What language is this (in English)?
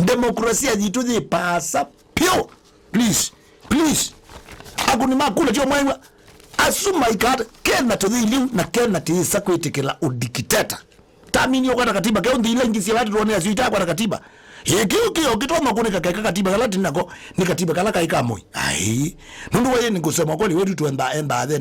Kamba